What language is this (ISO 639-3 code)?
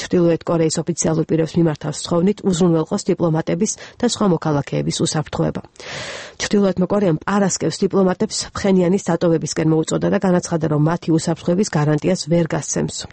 kat